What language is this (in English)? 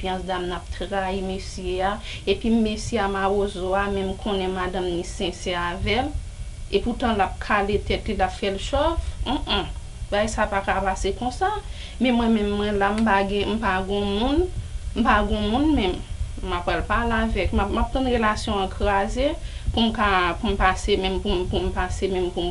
Haitian Creole